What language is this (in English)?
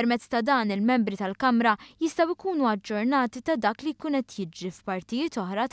Maltese